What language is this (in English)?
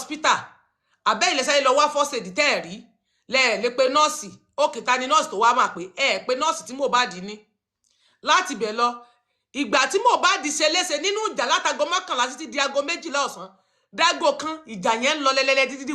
Yoruba